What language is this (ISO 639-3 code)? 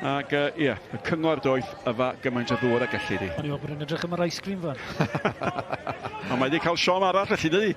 cym